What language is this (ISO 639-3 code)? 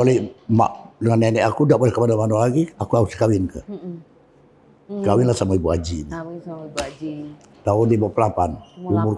mui